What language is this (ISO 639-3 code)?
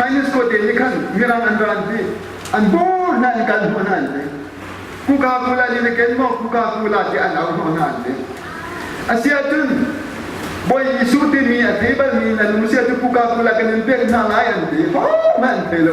cnh